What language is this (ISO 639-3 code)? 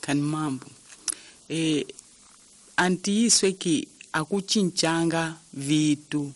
tso